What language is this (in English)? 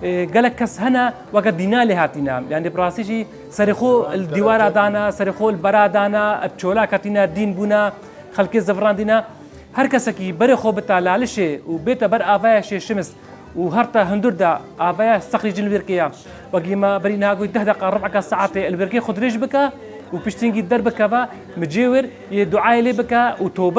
Kurdish